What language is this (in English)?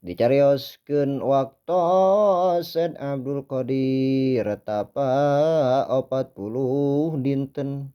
Sundanese